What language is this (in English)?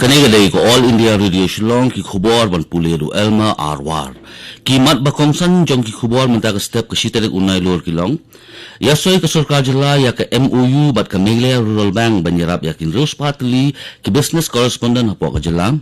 Khasi